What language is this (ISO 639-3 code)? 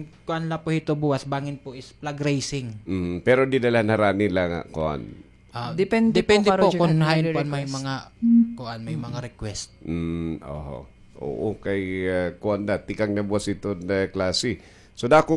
war